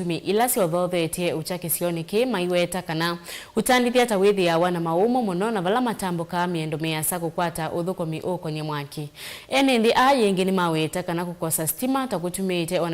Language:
Kamba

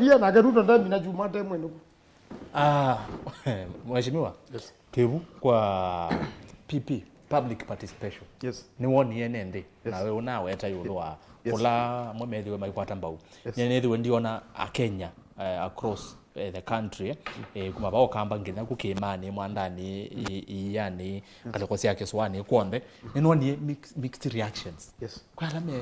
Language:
Kamba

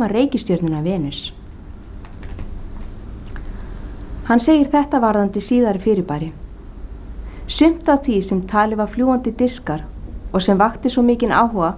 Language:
Icelandic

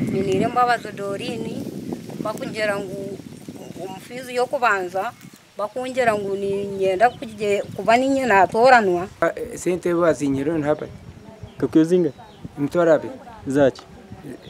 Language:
Nyankole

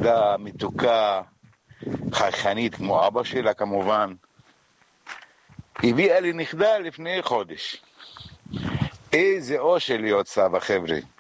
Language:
Hebrew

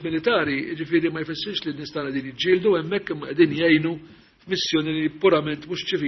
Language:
Maltese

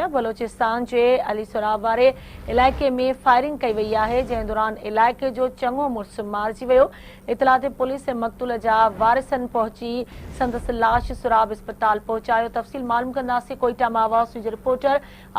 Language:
Sindhi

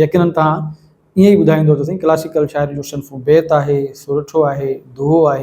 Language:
Sindhi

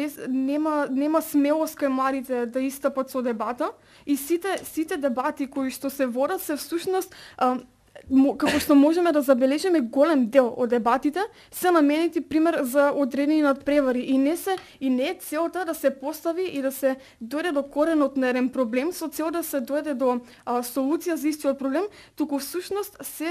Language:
Macedonian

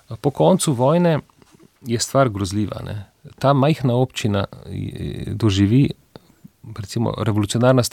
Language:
Slovenian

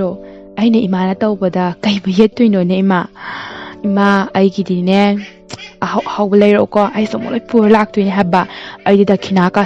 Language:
Manipuri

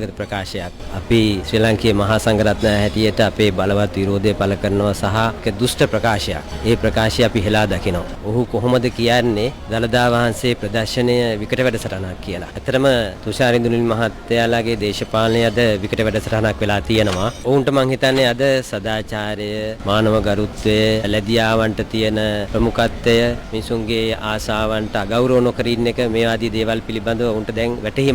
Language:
Sinhala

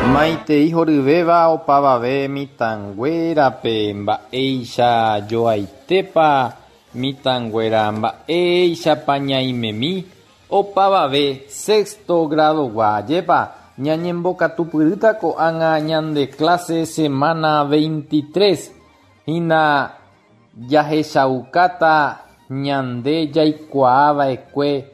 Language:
Guarani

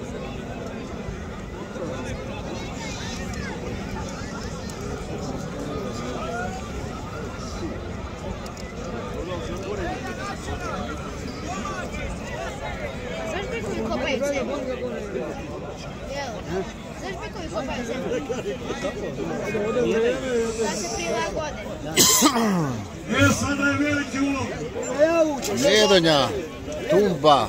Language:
Croatian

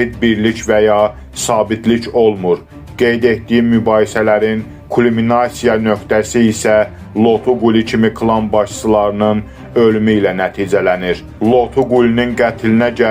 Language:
Azerbaijani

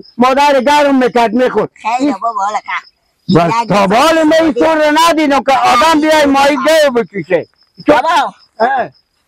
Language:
Persian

